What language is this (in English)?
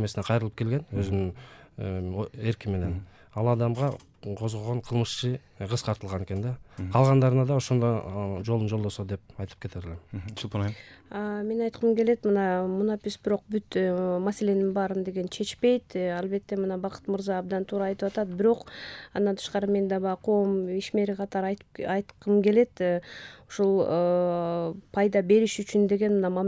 Kyrgyz